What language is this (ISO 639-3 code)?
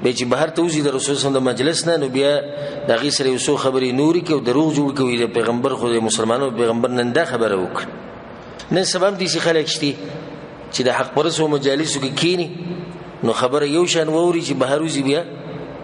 pus